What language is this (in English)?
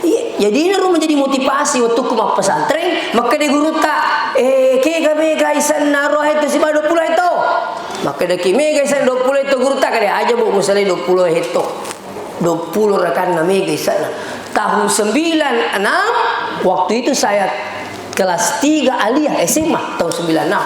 Buginese